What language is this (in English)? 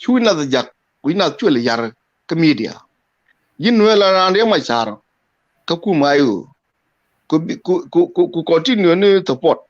Nuer